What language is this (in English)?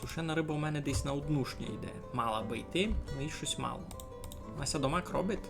Rusyn